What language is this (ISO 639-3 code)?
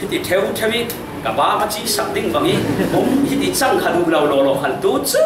cfm